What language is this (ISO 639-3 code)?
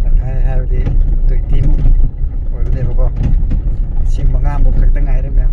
mni